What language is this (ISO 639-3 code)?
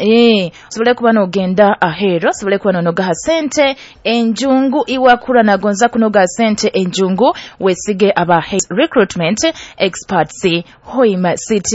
nyo